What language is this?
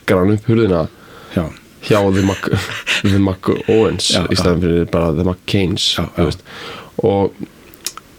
Icelandic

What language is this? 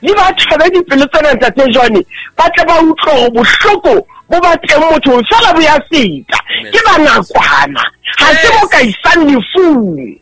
Southern Sotho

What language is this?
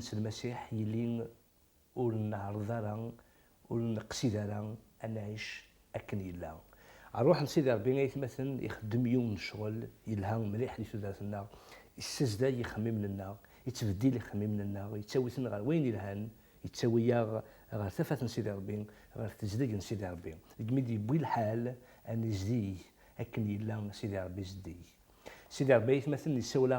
Kabyle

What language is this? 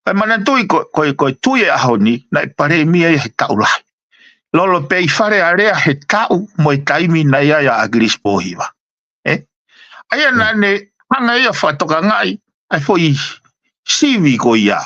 Tongan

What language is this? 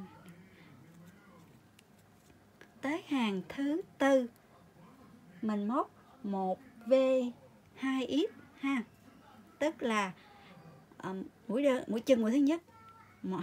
Vietnamese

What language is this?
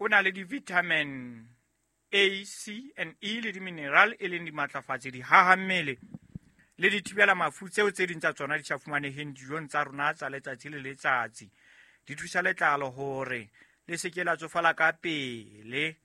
Southern Sotho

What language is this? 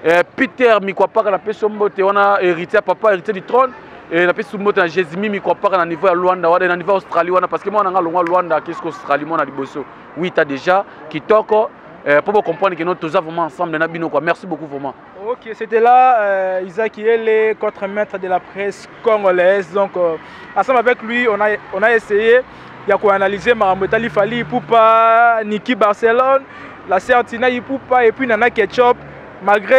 Lingala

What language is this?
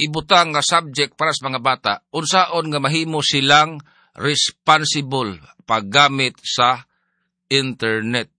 Cebuano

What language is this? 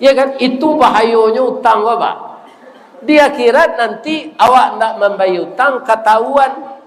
Minangkabau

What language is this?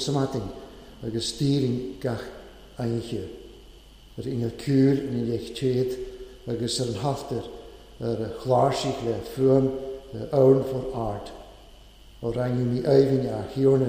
Welsh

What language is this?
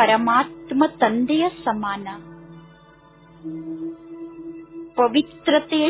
Kannada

